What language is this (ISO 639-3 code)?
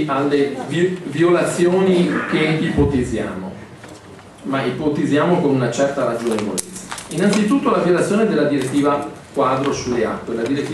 ita